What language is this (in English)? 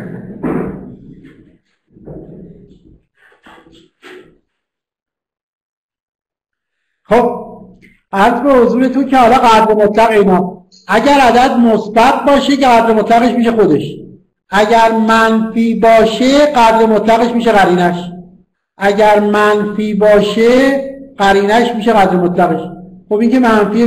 Persian